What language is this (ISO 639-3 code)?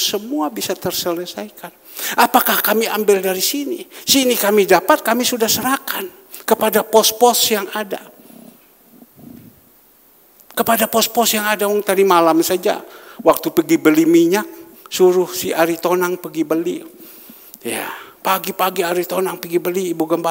ind